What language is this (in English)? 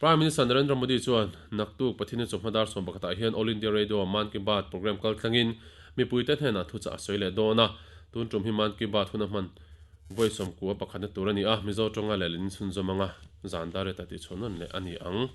Mizo